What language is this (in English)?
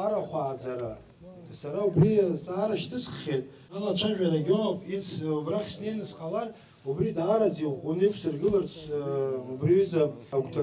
Abkhazian